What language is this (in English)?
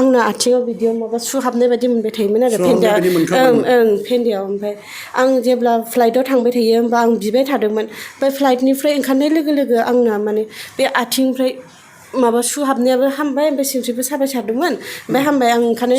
Bodo